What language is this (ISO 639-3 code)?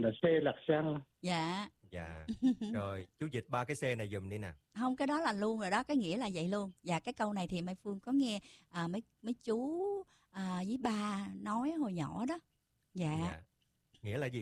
vie